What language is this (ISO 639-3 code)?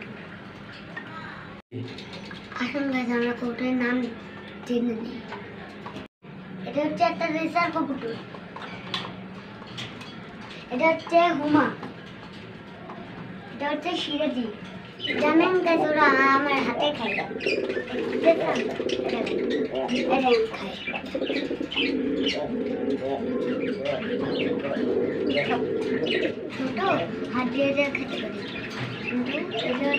ben